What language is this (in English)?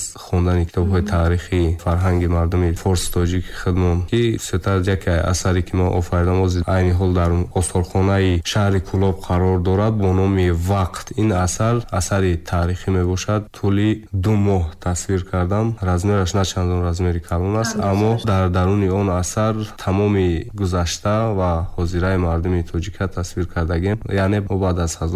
Tajik